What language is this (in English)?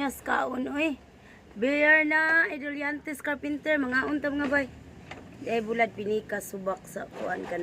Cebuano